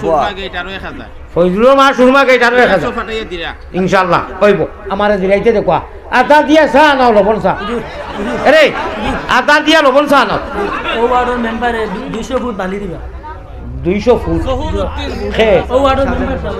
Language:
Sylheti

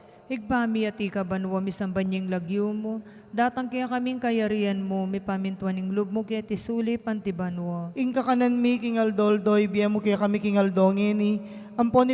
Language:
Pampanga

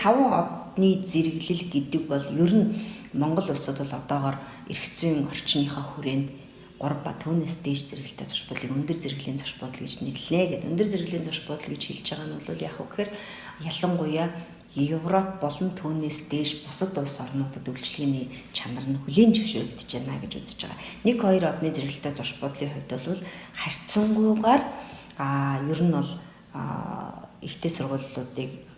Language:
Mongolian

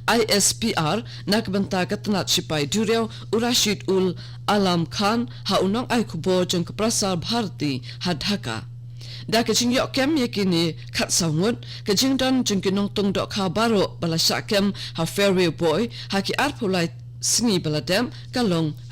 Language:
Khasi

